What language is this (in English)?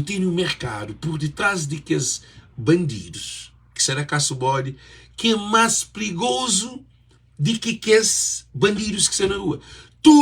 Kabuverdianu